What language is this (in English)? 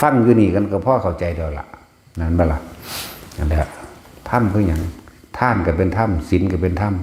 Northeastern Thai